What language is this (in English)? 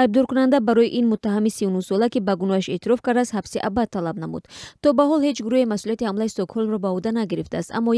Tajik